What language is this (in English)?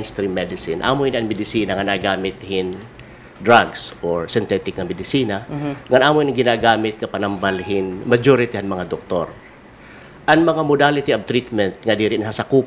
Waray